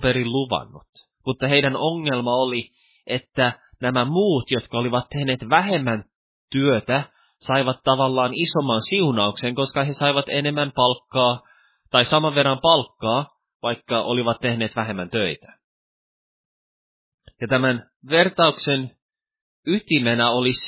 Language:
Finnish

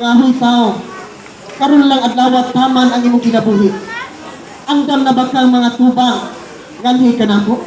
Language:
Cebuano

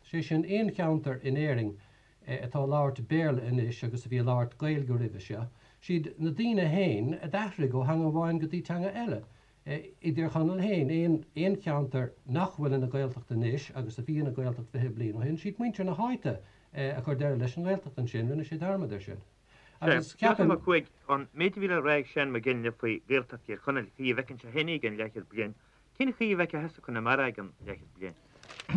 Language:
Irish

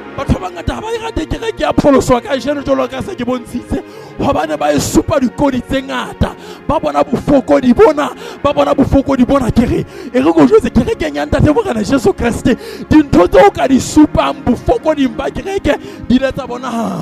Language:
Southern Sotho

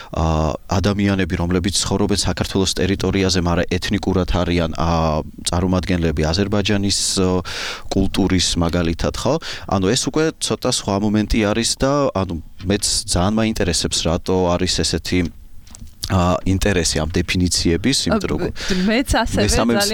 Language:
Georgian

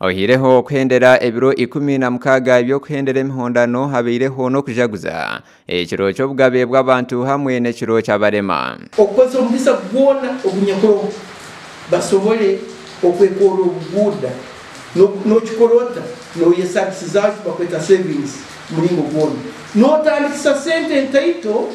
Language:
Nyankole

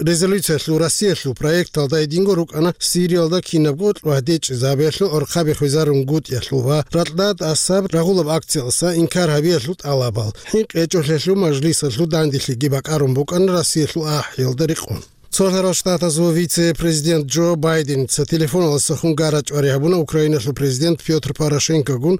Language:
Avaric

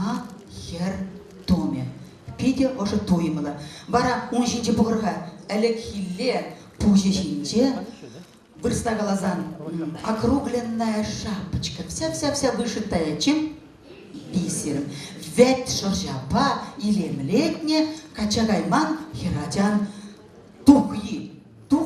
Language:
Chuvash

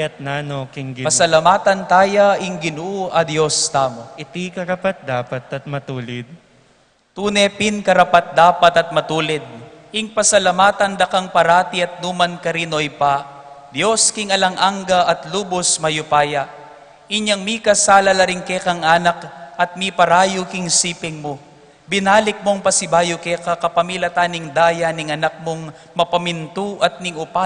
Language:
Pampanga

